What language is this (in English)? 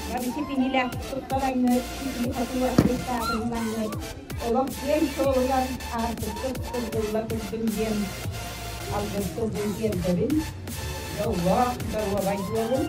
Yakut